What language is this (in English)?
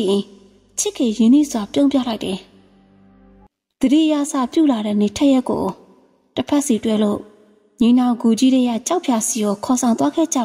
Burmese